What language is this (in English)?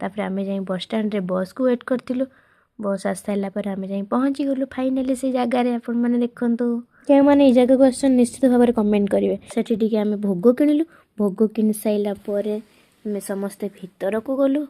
Odia